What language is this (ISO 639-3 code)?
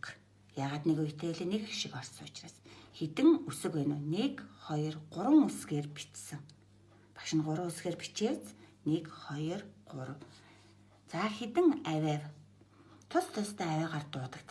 mon